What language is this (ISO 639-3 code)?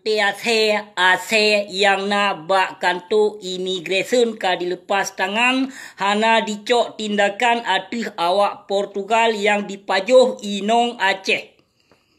ace